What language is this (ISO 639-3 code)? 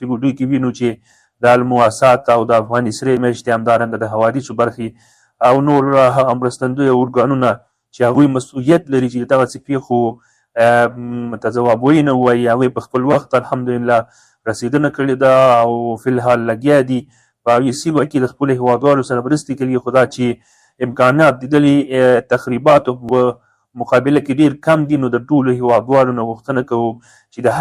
pus